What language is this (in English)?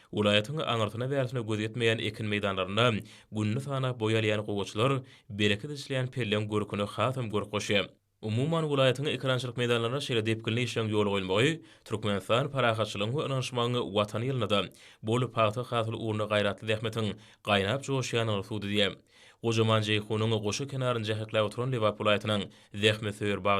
Turkmen